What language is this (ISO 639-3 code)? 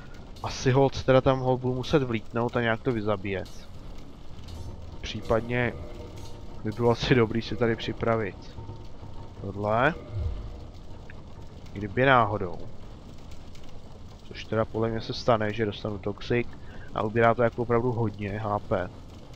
ces